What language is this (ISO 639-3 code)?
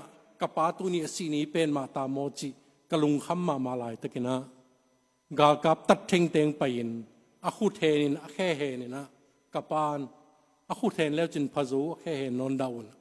ctd